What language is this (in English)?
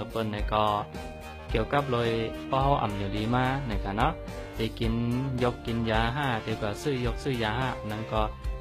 Shan